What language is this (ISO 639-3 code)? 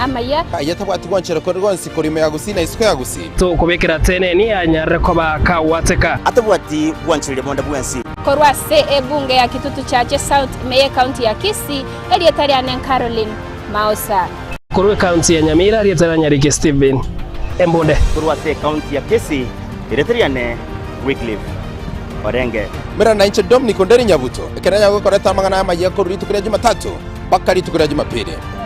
guz